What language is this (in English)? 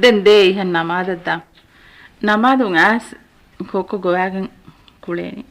Divehi